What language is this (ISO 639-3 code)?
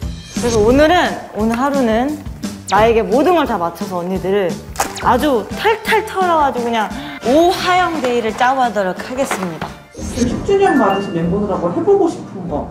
kor